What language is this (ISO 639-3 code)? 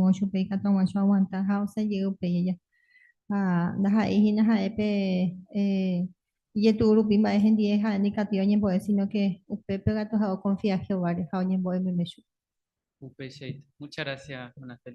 grn